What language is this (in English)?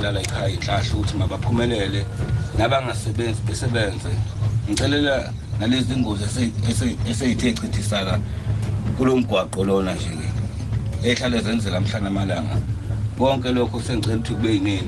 Zulu